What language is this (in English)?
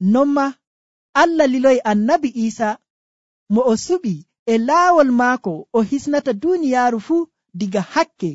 Nigerian Fulfulde